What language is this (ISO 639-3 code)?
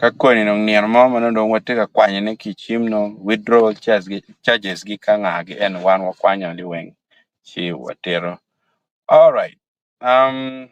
ach